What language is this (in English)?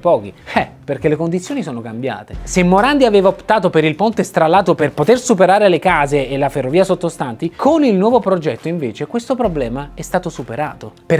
Italian